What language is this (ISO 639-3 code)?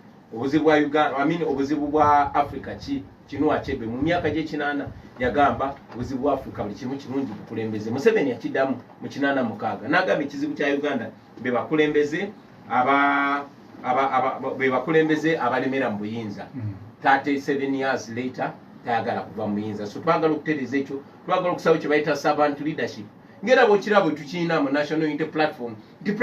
lug